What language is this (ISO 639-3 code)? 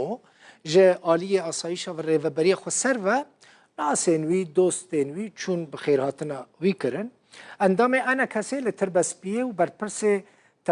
kur